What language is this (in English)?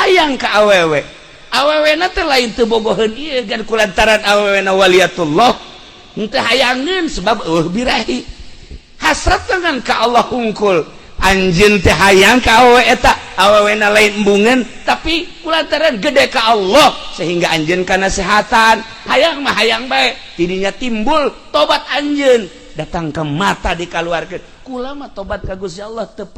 Sundanese